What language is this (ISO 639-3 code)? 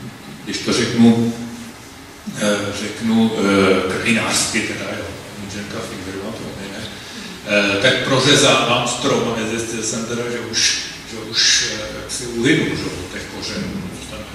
ces